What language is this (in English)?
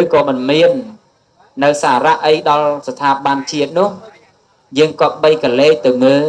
Khmer